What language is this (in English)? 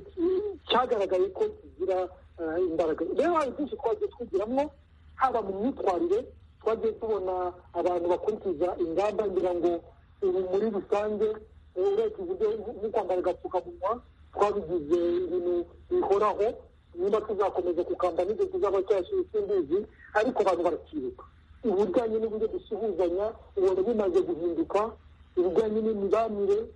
Kinyarwanda